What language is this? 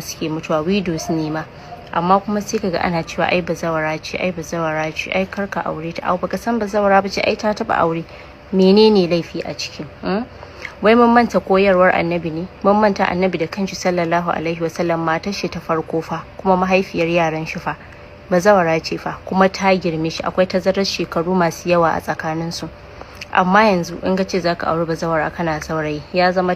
Hausa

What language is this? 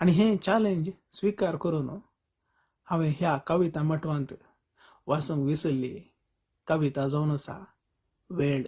Konkani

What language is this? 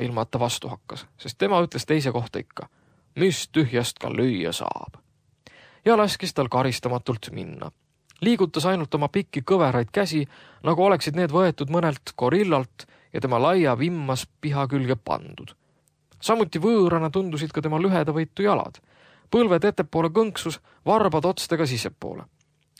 Estonian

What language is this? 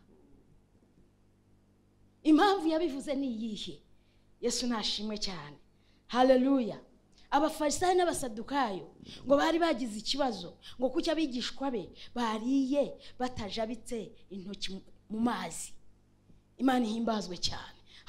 Kinyarwanda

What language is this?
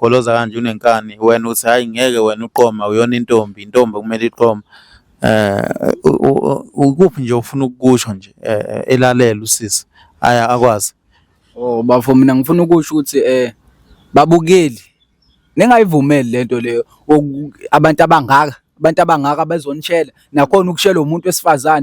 Zulu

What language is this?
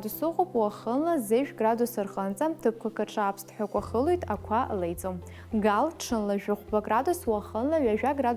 Abkhazian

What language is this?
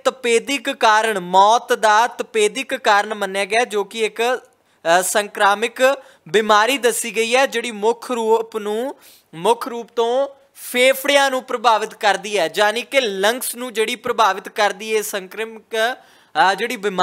Punjabi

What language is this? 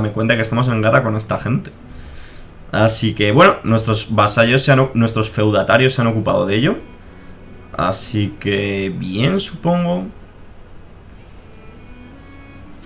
Spanish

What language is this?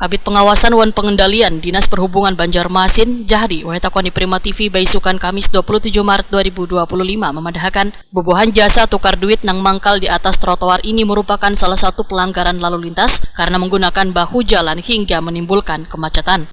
Banjar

